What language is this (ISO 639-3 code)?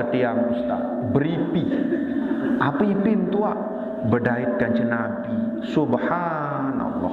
sas